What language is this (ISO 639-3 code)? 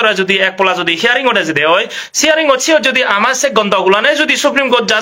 ccp